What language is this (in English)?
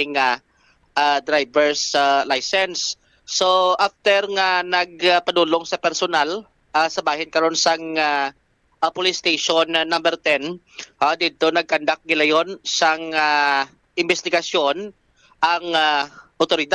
Hiligaynon